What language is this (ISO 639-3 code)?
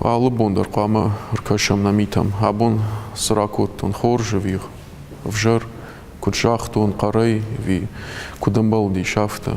oss